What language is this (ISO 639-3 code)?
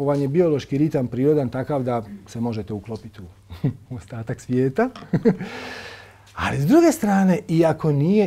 hrv